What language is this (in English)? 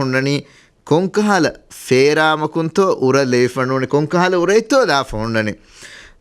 Divehi